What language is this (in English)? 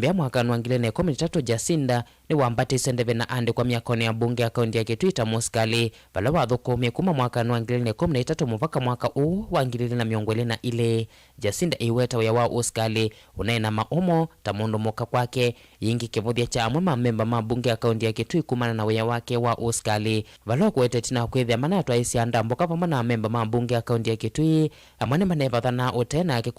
Kamba